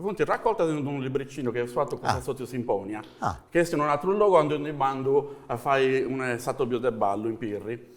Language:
Sardinian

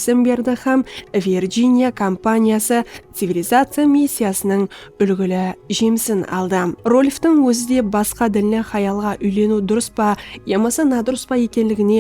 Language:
Kara-Kalpak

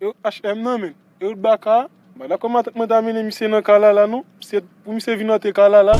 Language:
Haitian Creole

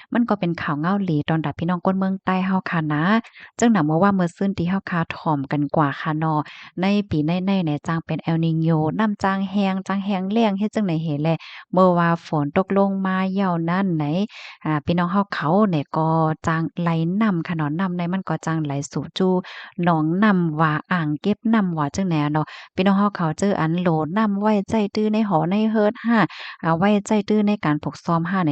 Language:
Shan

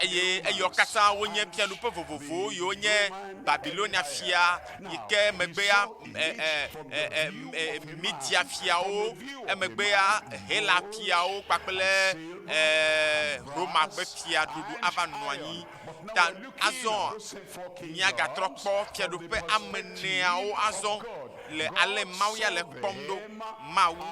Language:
Ewe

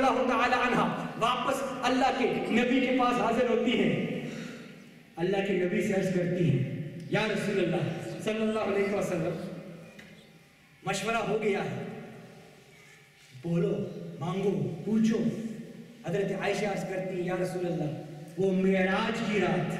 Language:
Urdu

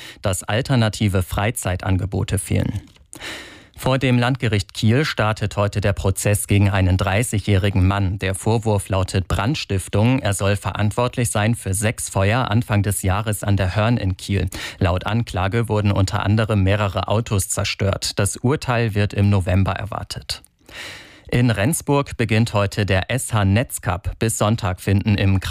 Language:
German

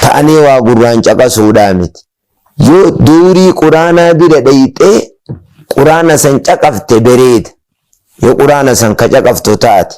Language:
Oromo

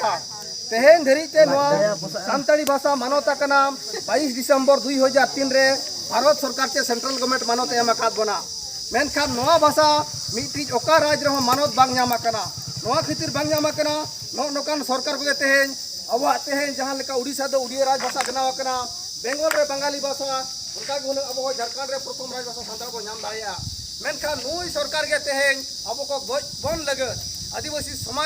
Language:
Santali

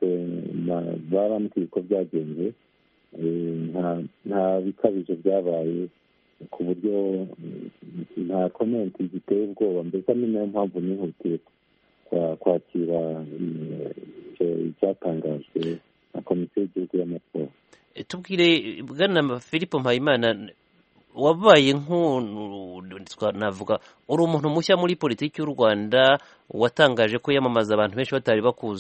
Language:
Kinyarwanda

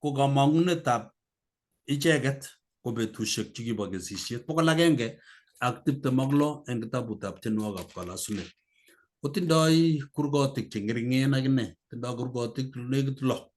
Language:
Kalenjin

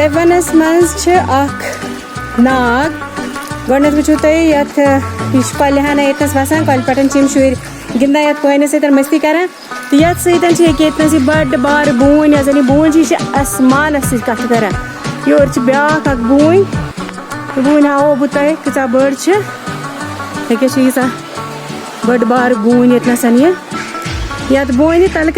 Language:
Kashmiri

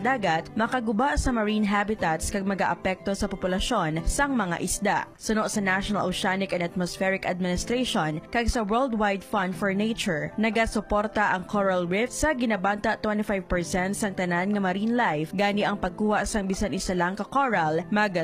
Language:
Hiligaynon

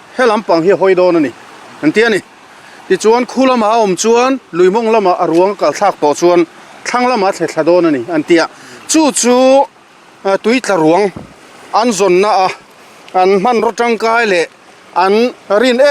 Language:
Mizo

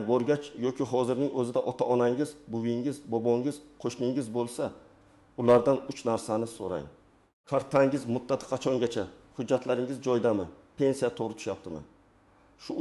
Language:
Uzbek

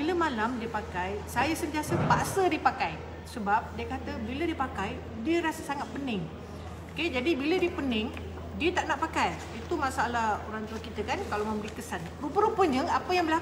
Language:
Malay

